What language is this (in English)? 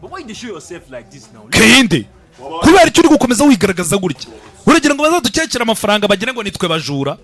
Kinyarwanda